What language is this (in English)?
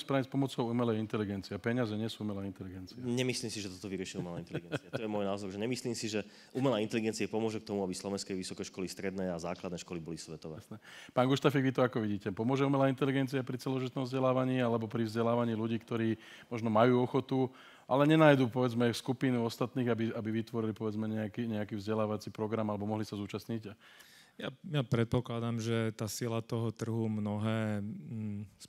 Slovak